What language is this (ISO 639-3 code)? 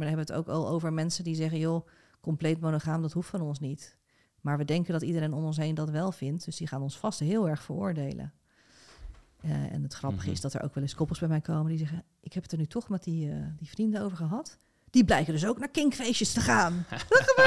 nld